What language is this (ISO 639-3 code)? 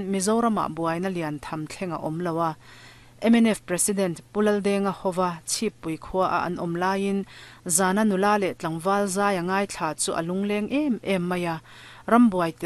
lus